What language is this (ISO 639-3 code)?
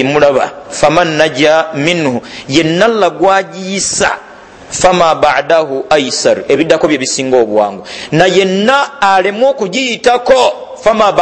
lug